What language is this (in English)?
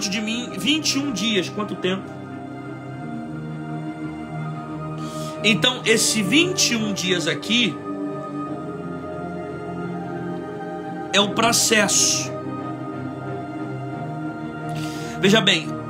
Portuguese